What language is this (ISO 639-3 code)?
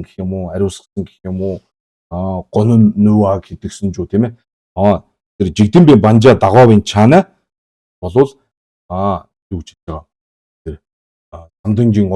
mon